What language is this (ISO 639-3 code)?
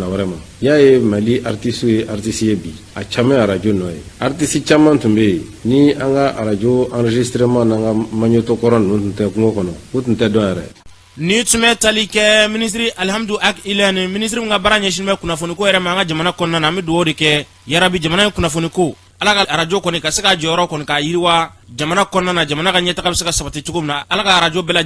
bam